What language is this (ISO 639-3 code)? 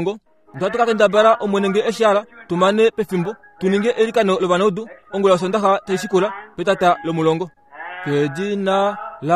kua